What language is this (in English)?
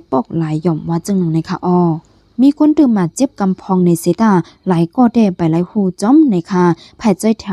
Shan